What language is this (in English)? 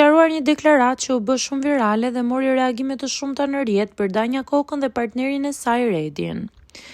Albanian